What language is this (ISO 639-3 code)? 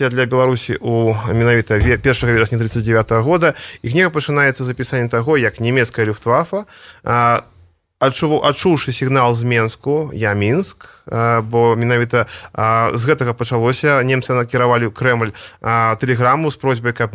bel